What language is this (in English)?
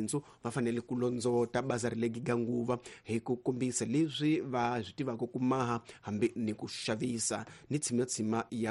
Tsonga